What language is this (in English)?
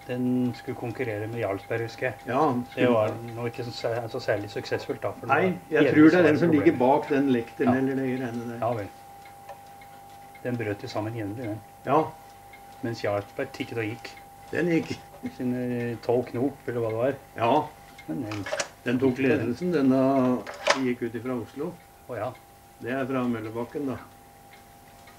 Norwegian